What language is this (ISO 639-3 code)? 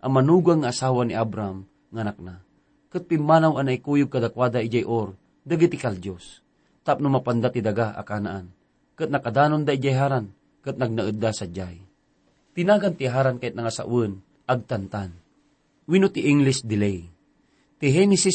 ilo